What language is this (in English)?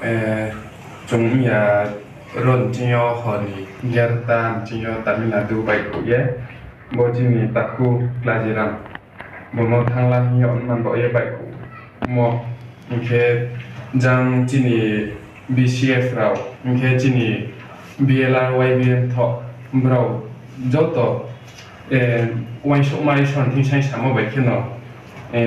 Riang (India)